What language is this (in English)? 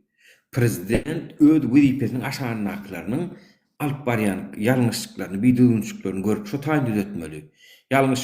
Turkmen